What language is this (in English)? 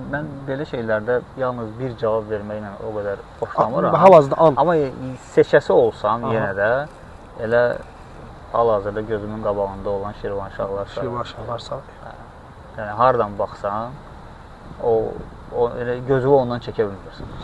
Azerbaijani